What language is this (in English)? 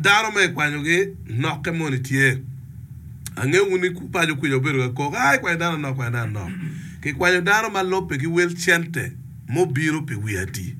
Acoli